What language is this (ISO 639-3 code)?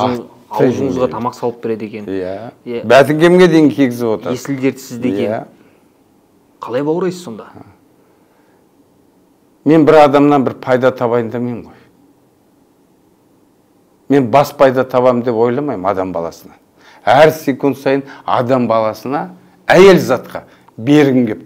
kaz